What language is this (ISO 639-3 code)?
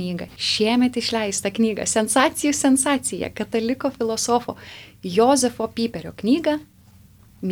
lit